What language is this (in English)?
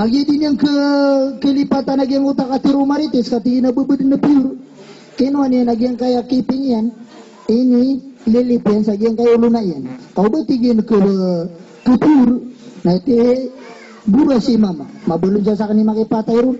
Maranao